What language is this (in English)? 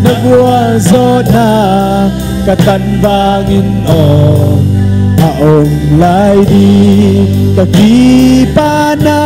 Tedim Chin